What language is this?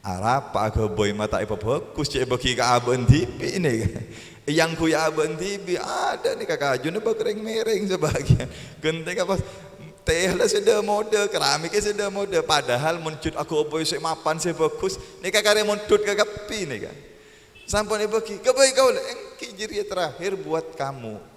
Madurese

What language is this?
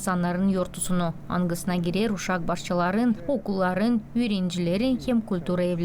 Gagauz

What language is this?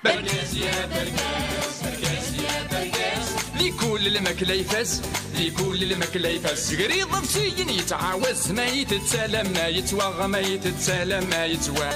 Kabyle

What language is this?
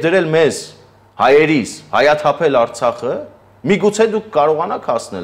Armenian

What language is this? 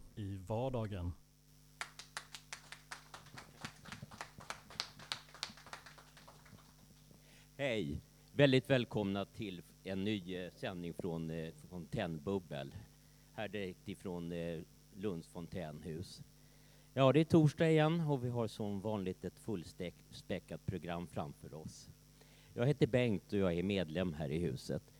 Swedish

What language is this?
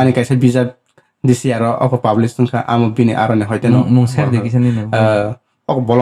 Kok Borok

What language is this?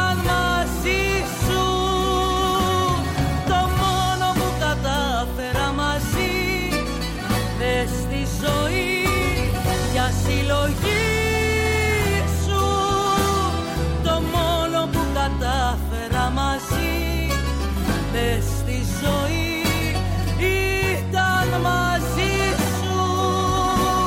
Greek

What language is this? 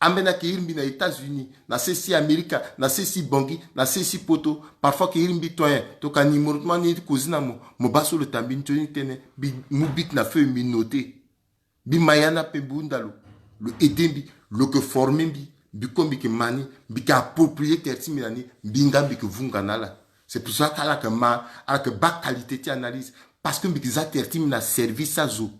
Sango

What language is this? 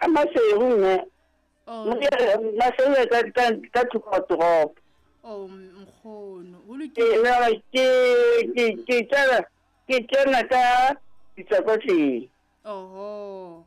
Southern Sotho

